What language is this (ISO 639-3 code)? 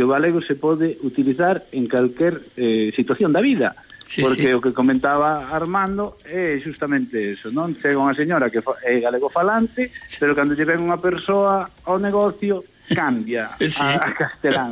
glg